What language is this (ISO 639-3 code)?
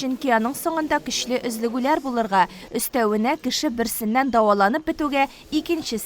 tat